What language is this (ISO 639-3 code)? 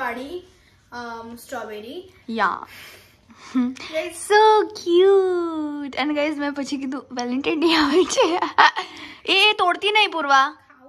guj